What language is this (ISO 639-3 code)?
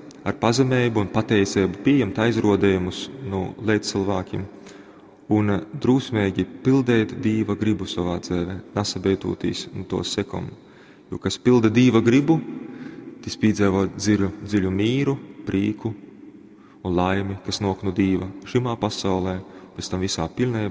ltg